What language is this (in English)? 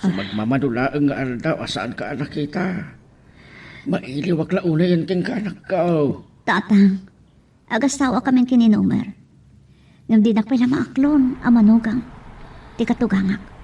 Iloko